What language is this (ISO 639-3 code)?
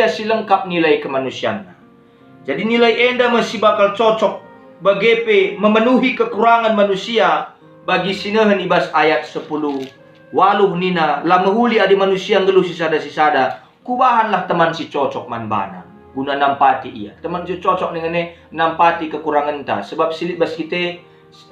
btx